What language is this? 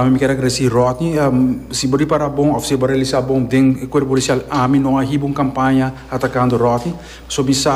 Papiamento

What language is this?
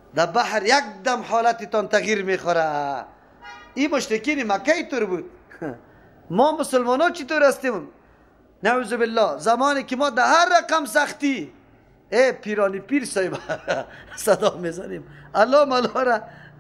Persian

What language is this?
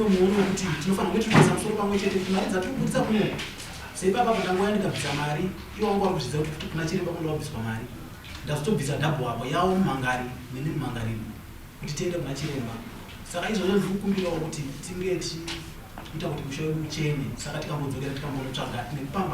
Shona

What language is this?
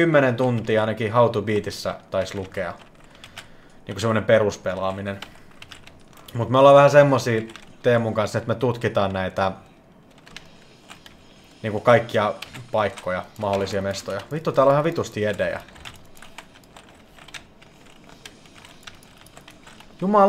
Finnish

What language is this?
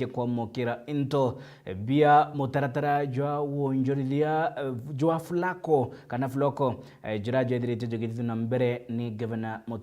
Meru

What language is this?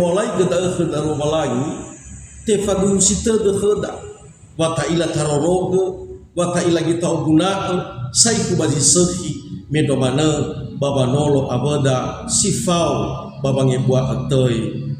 Nias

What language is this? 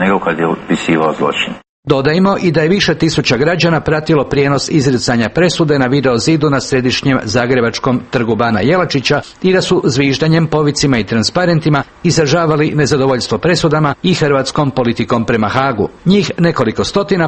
Croatian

